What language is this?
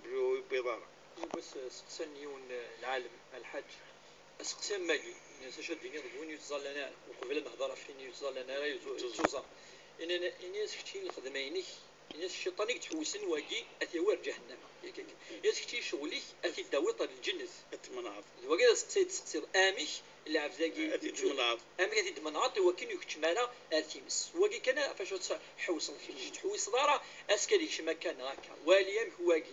Kabyle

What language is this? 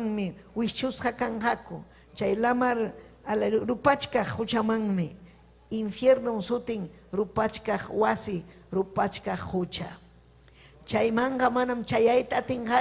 Ayacucho Quechua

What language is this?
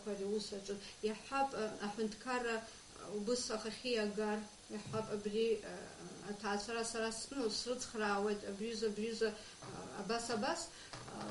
Abkhazian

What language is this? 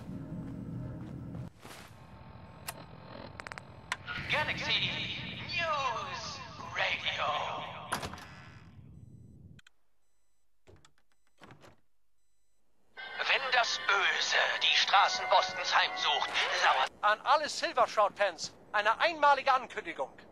German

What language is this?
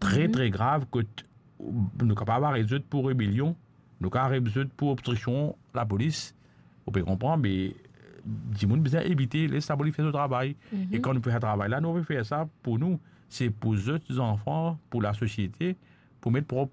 Morisyen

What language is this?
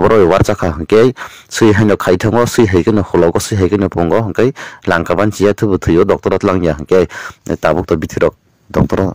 Kok Borok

